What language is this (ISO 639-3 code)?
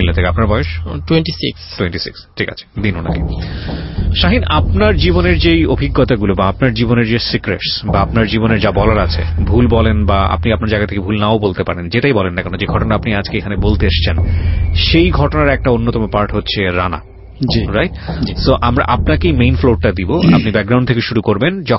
ben